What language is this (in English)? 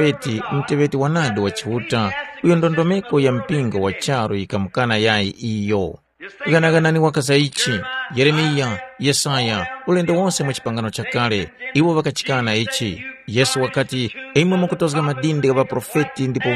Tumbuka